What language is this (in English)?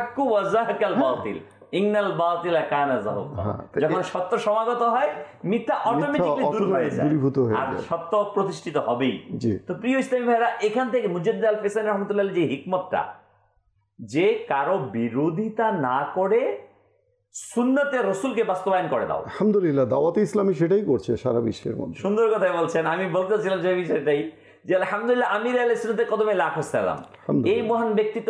Bangla